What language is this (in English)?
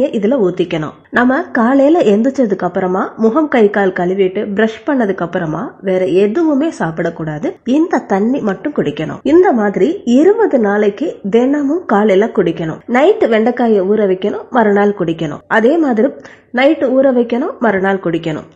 Tamil